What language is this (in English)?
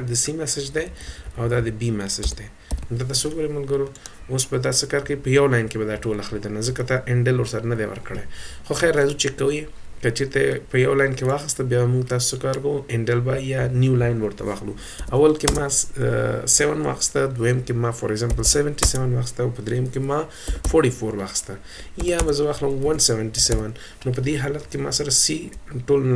Pashto